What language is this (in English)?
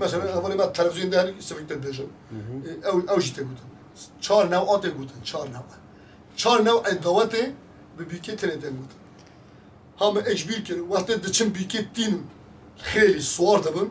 Kurdish